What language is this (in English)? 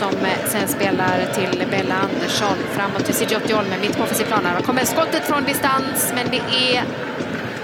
Swedish